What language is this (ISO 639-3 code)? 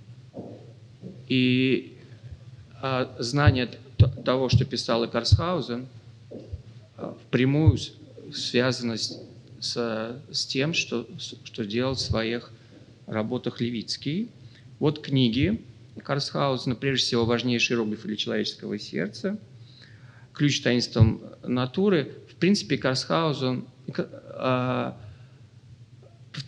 rus